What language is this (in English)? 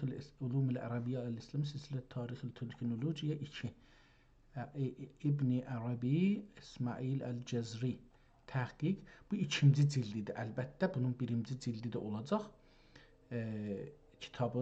South Azerbaijani